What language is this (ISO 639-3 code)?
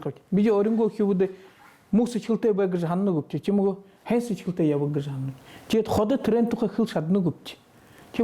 bua